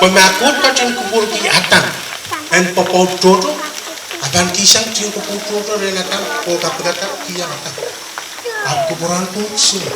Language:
Pohnpeian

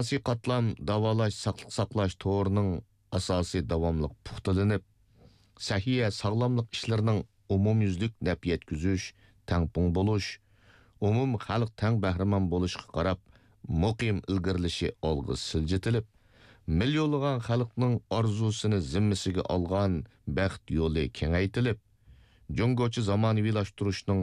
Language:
Uyghur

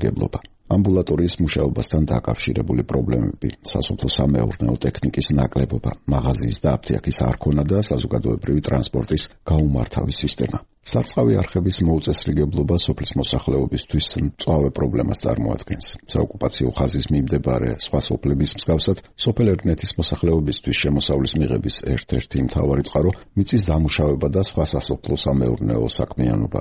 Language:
Georgian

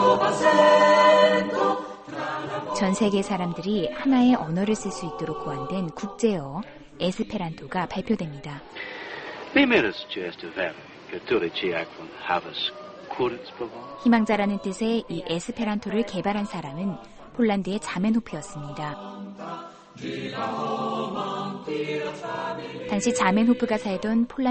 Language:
Korean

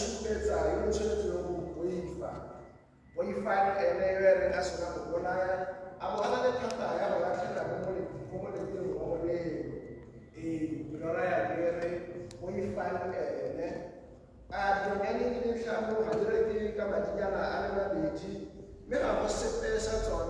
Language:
Tswana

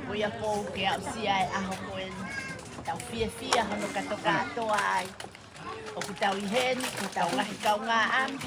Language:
Tongan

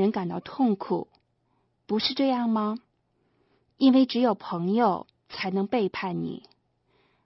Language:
Chinese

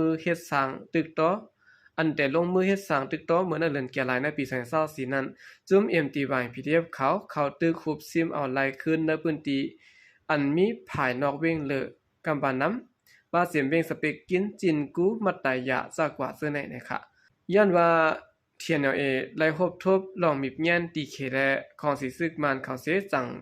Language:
Shan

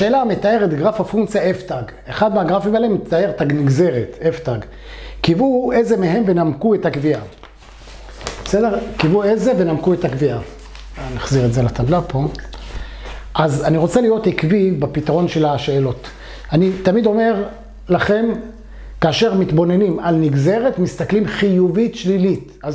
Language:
Hebrew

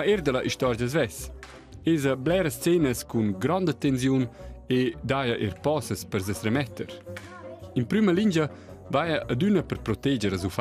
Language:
Romansh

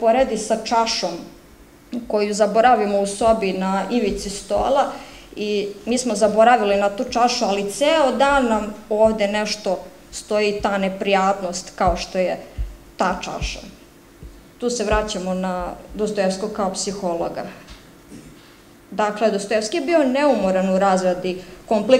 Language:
Serbian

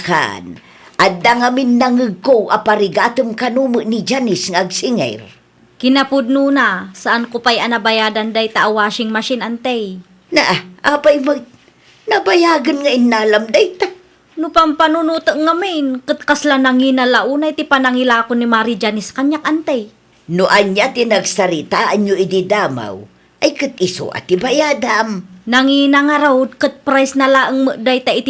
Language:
Iloko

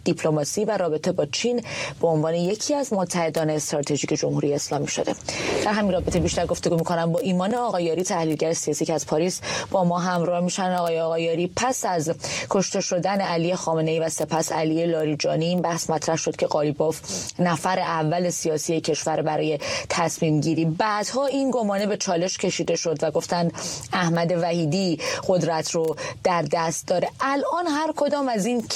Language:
Persian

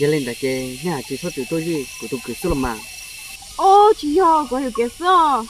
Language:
Hmong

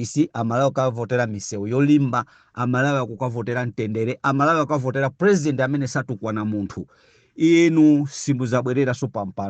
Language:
Nyanja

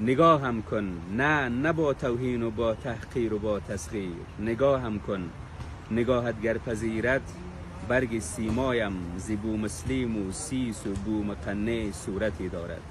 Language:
Tajik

